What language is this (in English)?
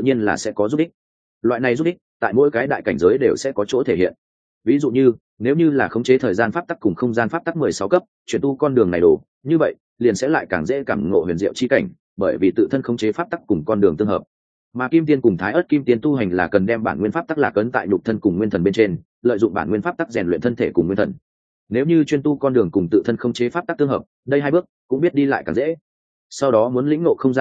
Vietnamese